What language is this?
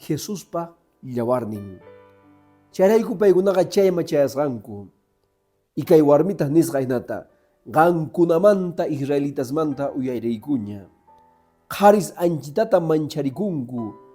Quechua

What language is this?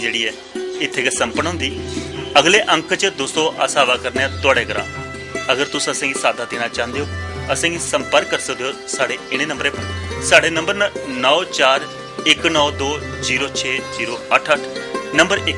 Dogri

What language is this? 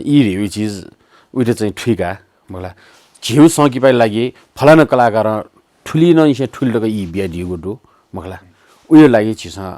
Newari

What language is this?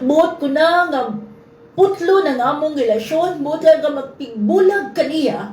Cebuano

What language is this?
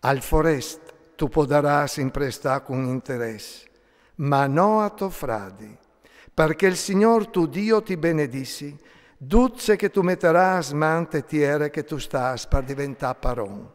Friulian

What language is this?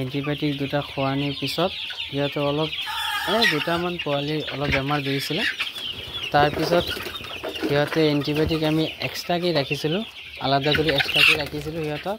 Assamese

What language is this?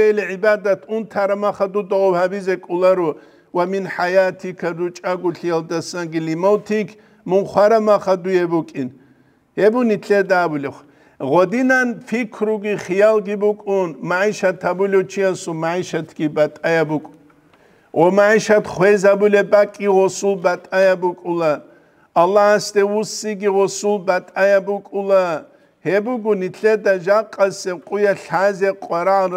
Avaric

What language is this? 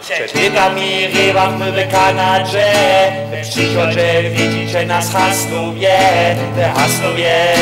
Upper Sorbian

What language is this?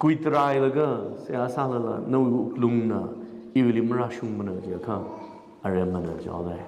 Tangkhul Naga (India)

